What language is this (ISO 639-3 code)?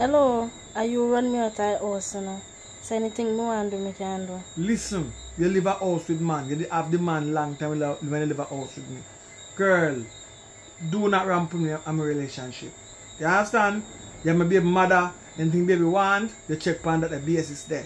jam